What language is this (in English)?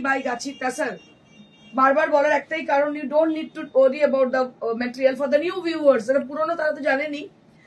Bangla